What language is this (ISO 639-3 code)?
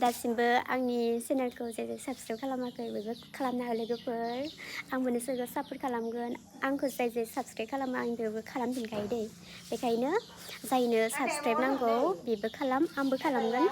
brx